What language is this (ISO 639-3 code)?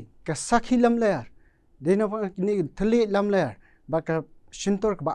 kha